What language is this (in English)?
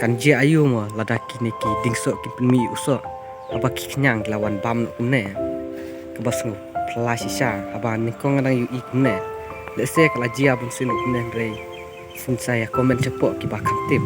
Khasi